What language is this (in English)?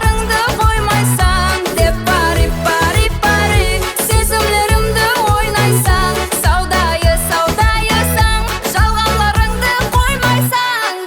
Kara-Kalpak